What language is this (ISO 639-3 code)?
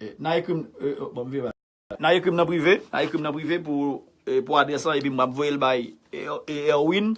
hat